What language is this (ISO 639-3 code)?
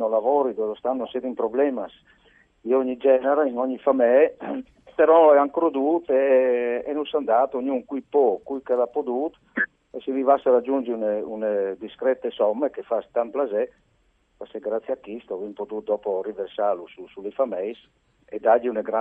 fur